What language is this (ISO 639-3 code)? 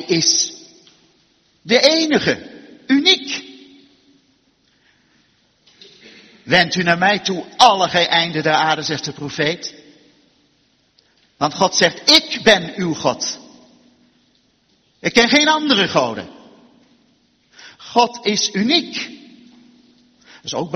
nld